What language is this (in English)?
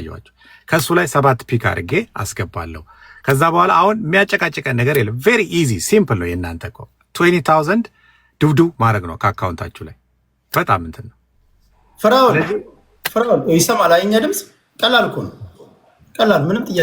Amharic